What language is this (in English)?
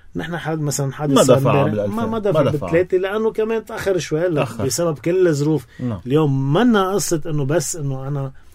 North Levantine Arabic